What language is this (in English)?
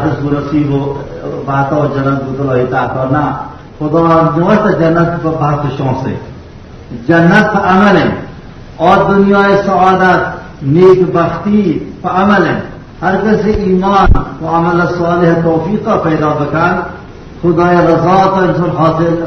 Baluchi